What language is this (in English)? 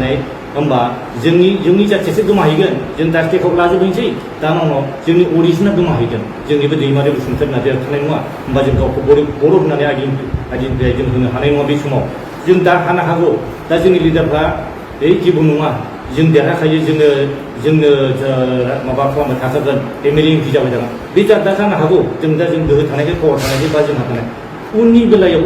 Bodo